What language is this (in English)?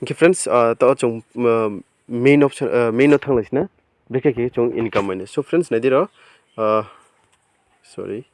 Riang (India)